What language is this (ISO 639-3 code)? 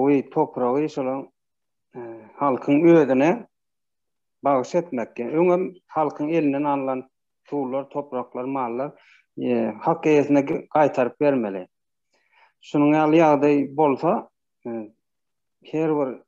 tuk